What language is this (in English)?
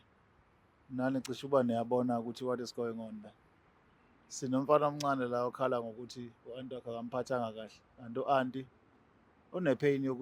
Zulu